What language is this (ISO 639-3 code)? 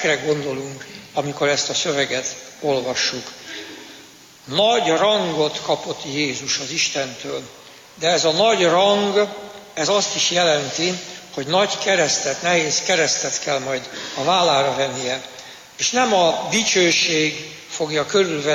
hun